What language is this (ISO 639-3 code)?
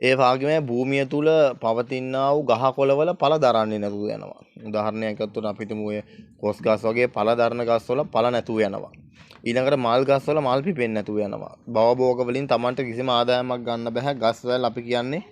sin